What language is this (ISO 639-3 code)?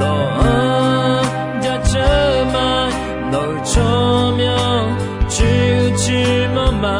ahk